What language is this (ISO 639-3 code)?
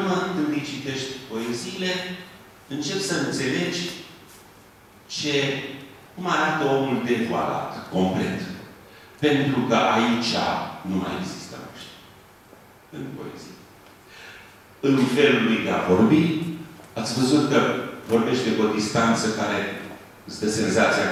ron